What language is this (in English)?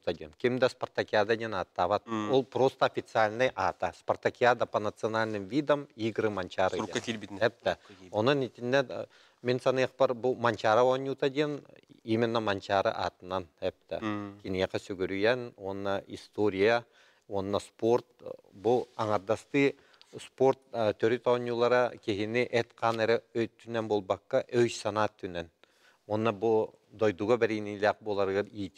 Yakut